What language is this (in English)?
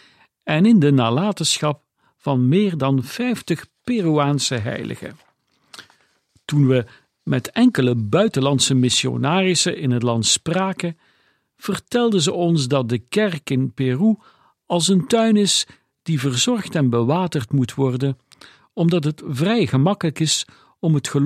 Dutch